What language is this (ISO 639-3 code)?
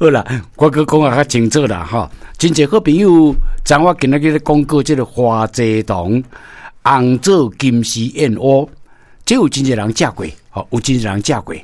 nan